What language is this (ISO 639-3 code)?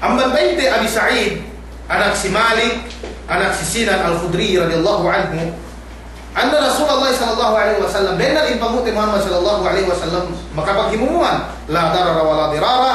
yka